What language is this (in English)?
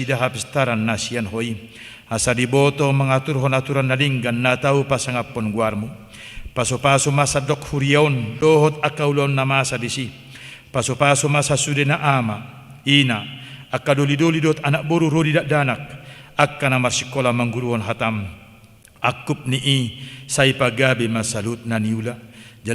Batak Toba